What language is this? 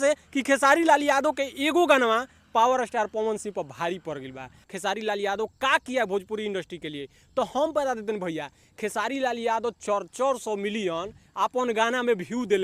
Bhojpuri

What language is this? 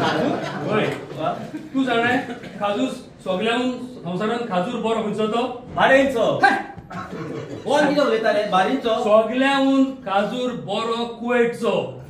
Konkani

